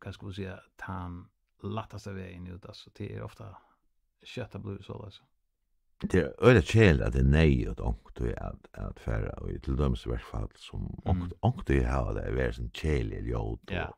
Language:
Faroese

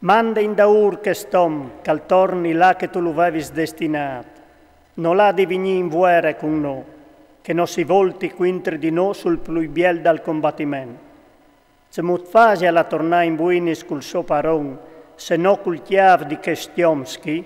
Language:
Friulian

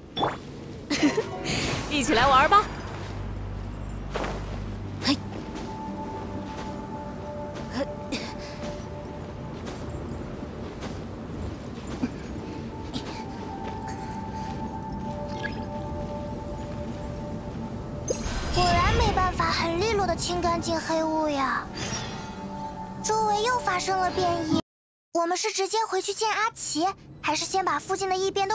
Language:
Chinese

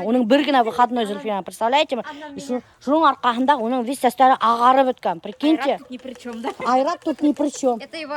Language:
Bashkir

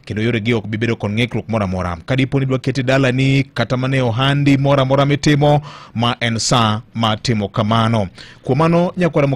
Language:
Luo (Kenya and Tanzania)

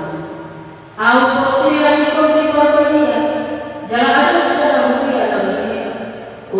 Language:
Batak Toba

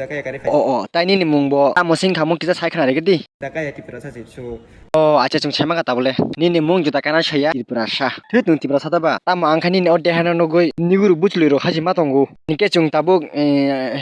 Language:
Kok Borok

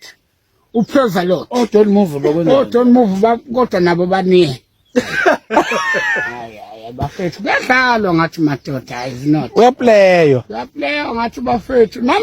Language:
Zulu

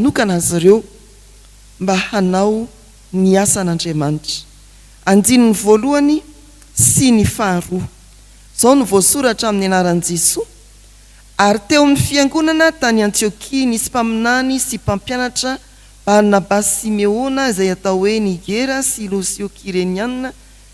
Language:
Malagasy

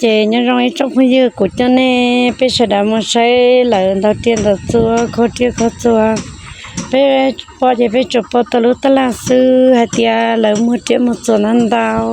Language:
Hmong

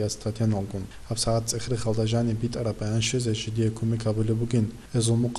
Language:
Avaric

